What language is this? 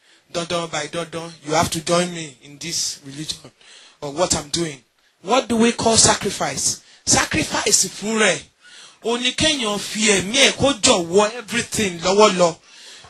Yoruba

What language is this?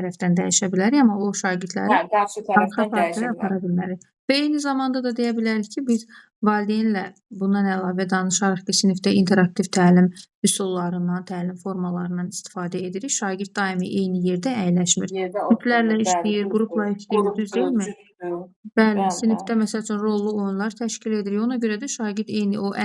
Azerbaijani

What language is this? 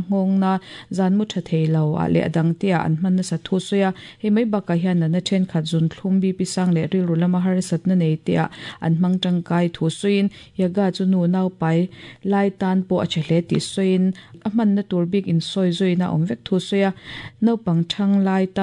Mizo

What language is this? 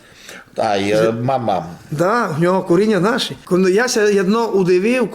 Rusyn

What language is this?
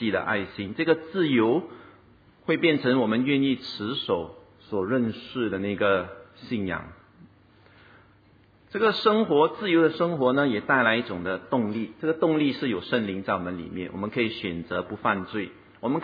Chinese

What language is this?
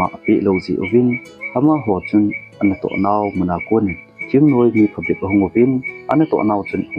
Thado Chin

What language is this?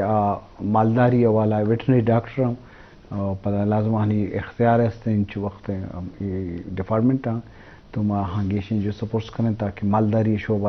Eastern Balochi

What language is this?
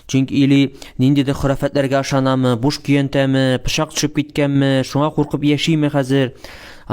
Tatar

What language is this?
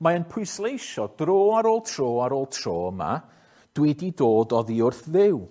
Welsh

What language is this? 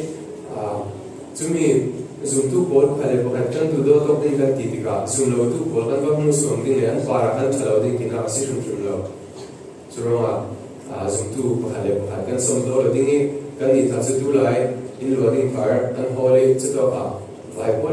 Falam Chin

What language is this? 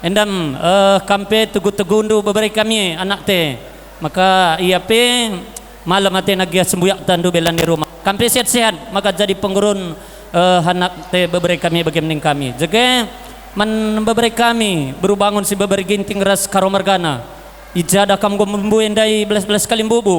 Batak Karo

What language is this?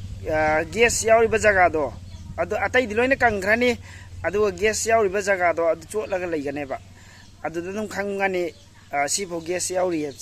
Manipuri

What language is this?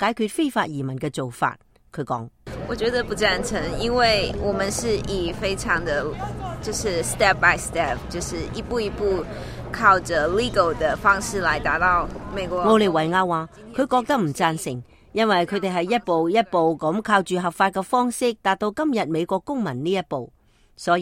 Cantonese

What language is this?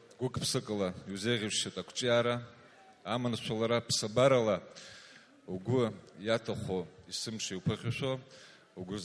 Abkhazian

